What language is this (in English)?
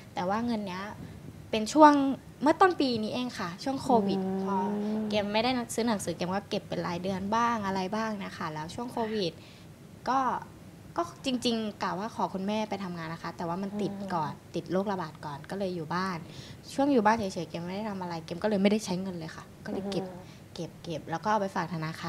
Thai